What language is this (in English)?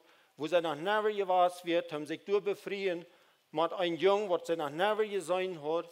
Plautdietsch